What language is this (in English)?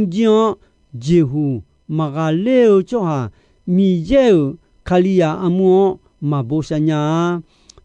Akha